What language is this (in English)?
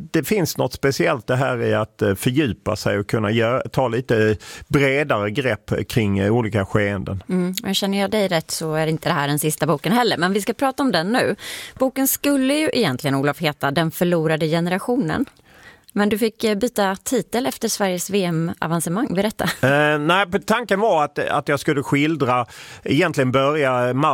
Swedish